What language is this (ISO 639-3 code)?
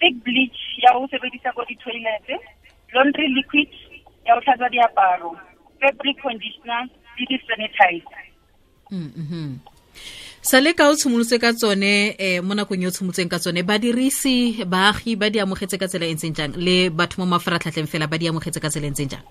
tsn